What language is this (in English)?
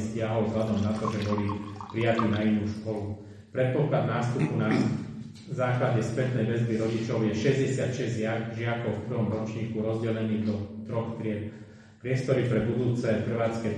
Slovak